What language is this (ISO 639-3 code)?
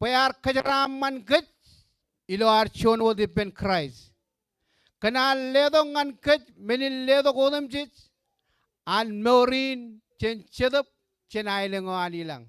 mah